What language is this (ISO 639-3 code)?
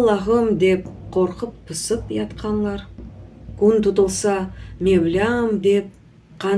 crh